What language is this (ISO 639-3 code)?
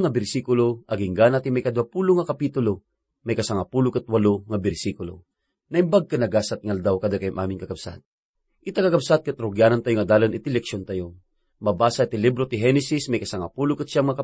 ilo